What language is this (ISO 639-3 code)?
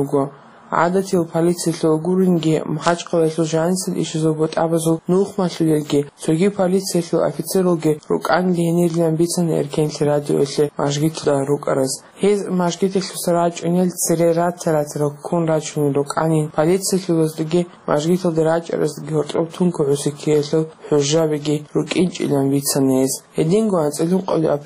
ava